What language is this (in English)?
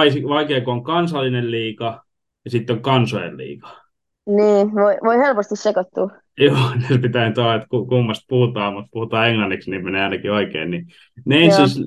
Finnish